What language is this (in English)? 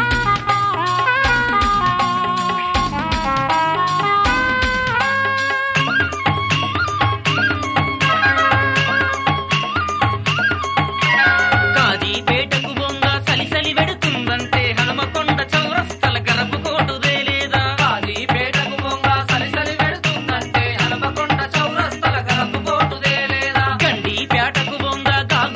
Telugu